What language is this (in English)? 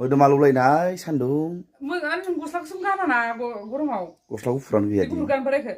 Bodo